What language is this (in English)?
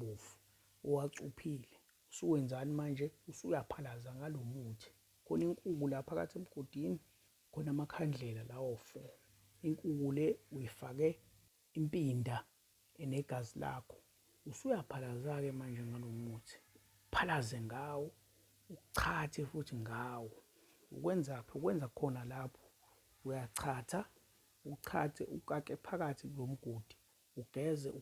Zulu